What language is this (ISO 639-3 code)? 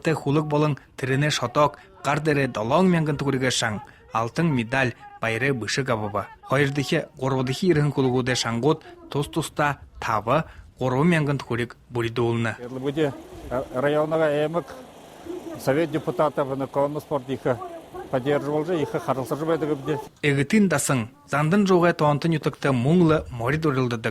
bua